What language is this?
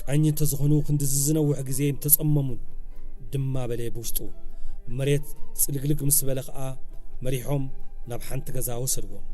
Tigrinya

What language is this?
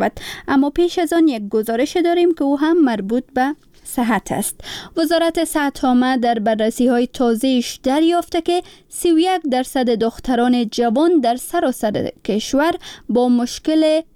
Persian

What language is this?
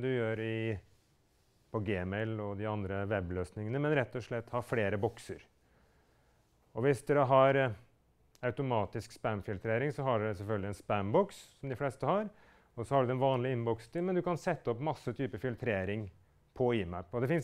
Norwegian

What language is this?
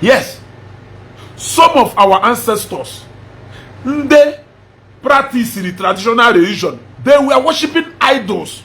Igbo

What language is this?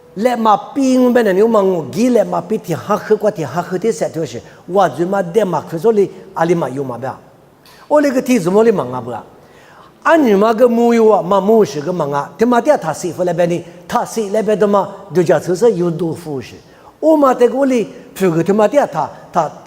Lisu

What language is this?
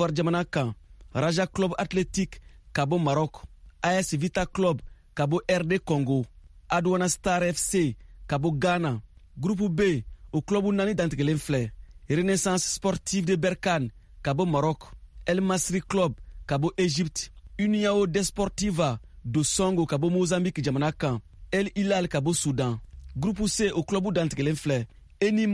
Bambara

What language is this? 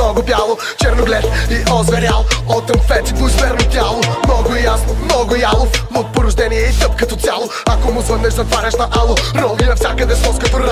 Bulgarian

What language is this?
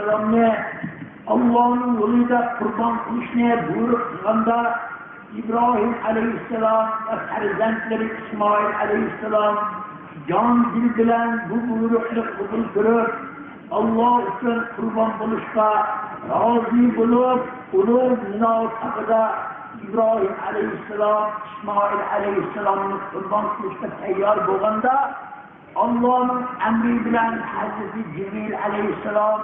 Uyghur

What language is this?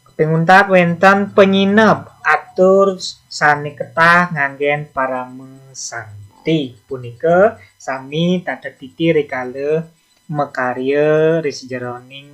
Balinese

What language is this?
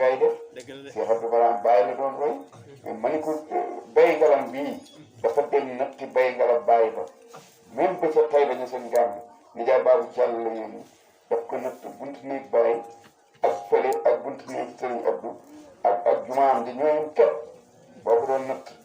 Wolof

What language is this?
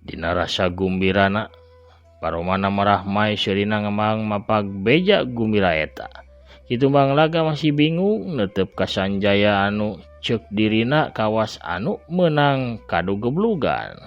Sundanese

